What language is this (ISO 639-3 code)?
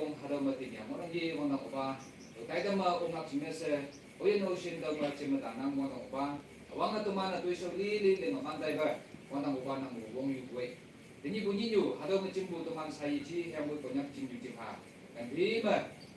nag